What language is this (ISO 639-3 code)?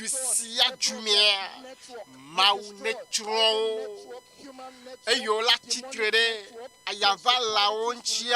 ewe